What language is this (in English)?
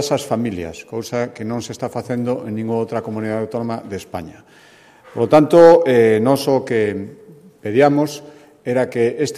Galician